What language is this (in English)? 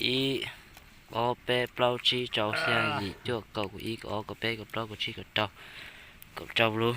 Hmong